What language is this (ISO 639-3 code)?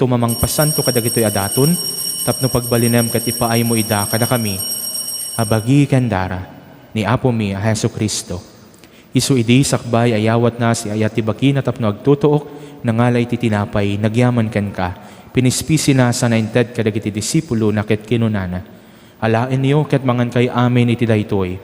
ilo